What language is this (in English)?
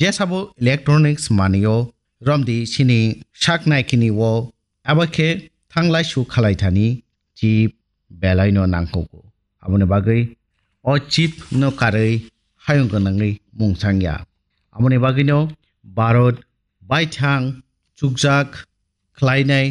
Kok Borok